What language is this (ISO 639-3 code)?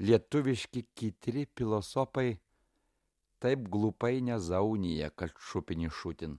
lit